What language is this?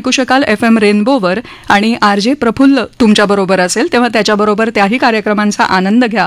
Marathi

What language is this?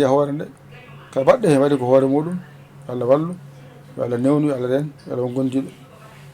Fula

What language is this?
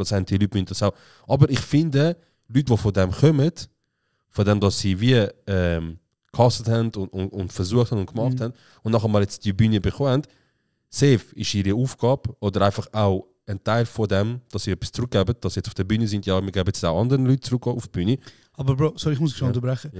Swiss German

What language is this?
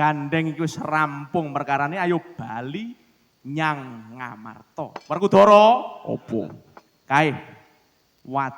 Javanese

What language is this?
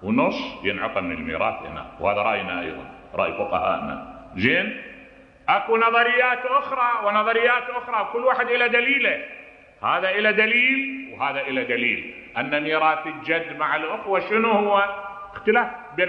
Mesopotamian Arabic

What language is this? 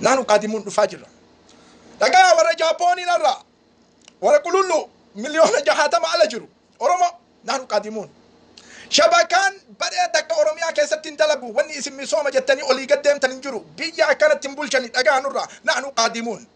Oromo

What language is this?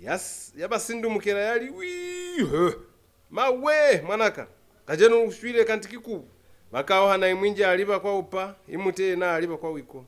Lozi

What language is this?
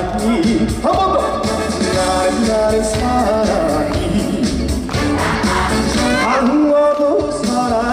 Korean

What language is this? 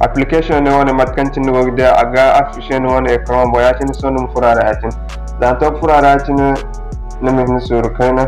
Zarma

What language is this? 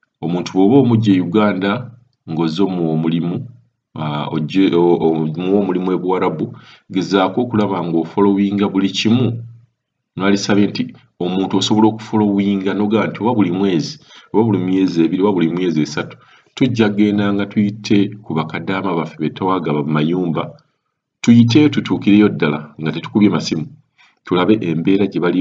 Ganda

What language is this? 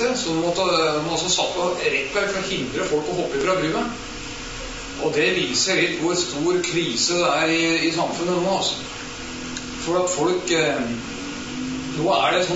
Norwegian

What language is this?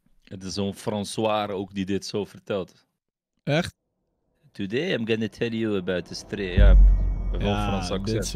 Dutch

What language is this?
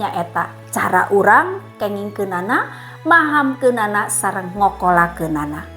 Sundanese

